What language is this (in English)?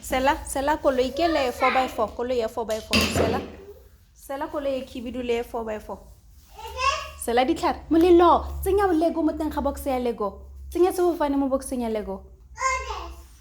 Tswana